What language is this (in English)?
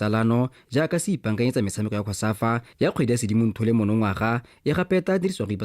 Tswana